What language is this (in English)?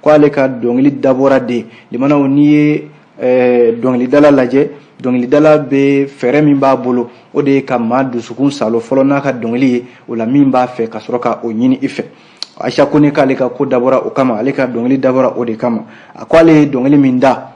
Bambara